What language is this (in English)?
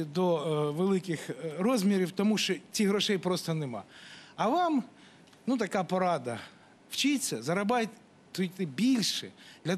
Ukrainian